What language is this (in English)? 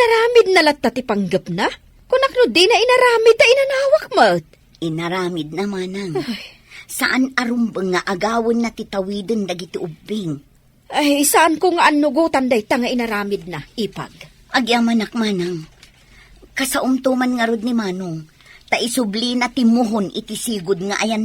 Iloko